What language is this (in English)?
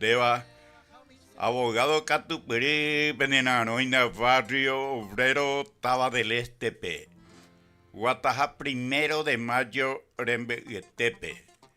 Guarani